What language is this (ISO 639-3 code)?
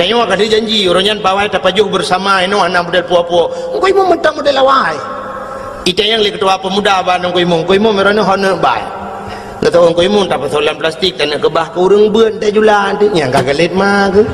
ace